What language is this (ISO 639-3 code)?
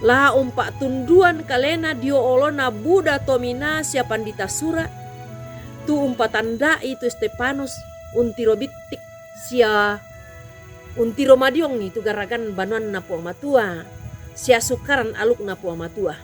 sda